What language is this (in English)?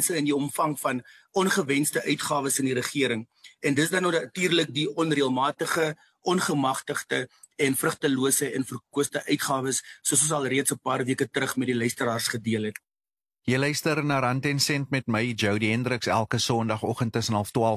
Afrikaans